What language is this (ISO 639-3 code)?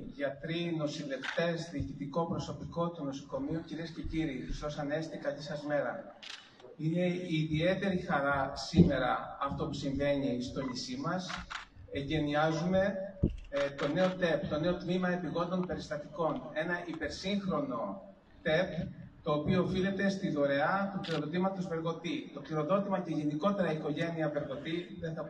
ell